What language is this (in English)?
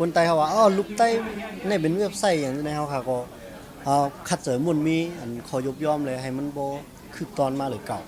Shan